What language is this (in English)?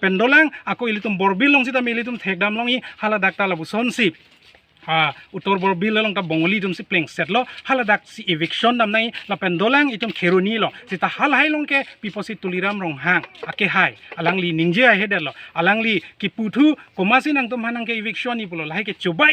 Karbi